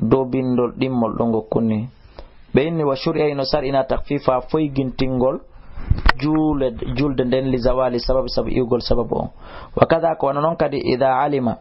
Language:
Fula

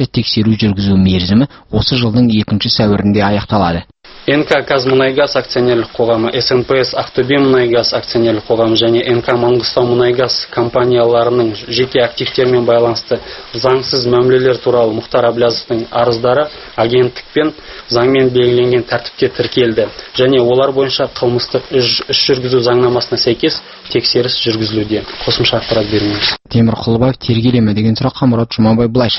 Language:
Kazakh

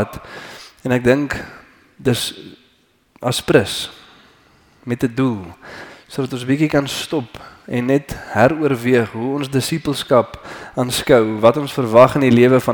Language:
Afrikaans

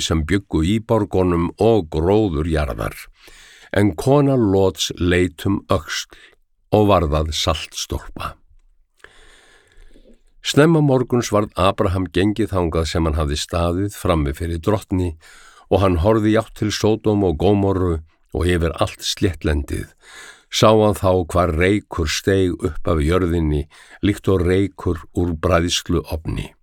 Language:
Icelandic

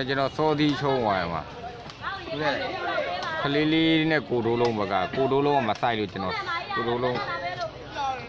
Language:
Burmese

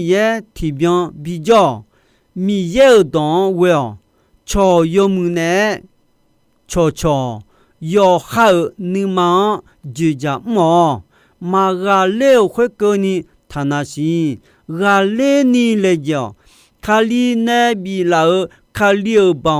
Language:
Akha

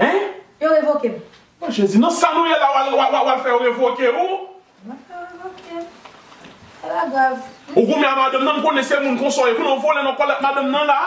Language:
Haitian Creole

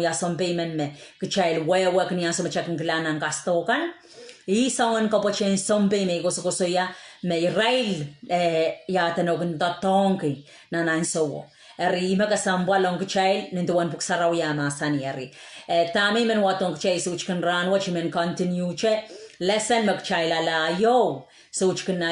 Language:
Pohnpeian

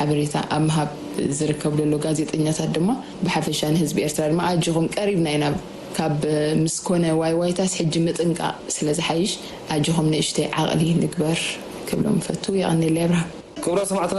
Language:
Tigrinya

